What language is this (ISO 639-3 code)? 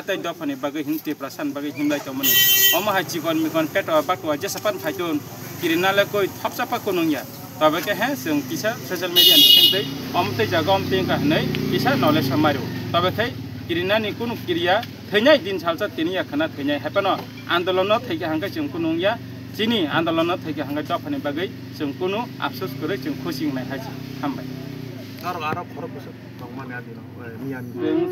trp